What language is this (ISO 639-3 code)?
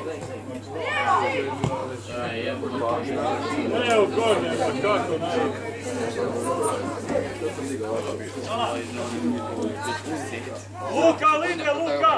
hrv